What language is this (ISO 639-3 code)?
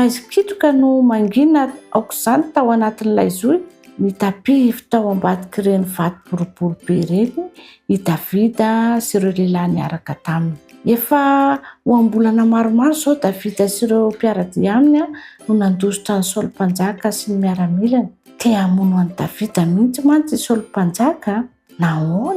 mlg